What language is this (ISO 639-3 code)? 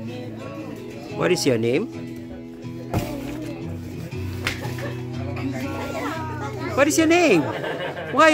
msa